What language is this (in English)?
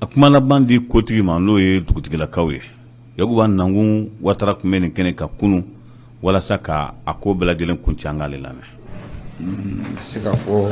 Bambara